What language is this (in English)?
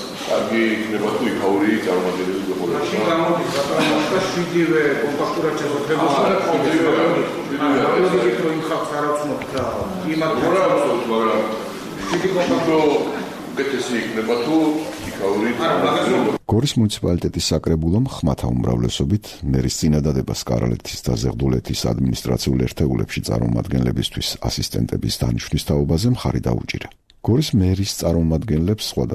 Georgian